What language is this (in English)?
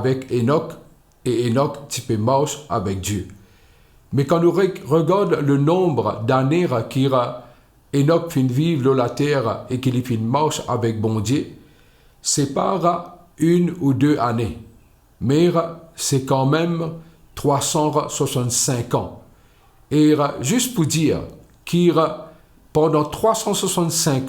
Morisyen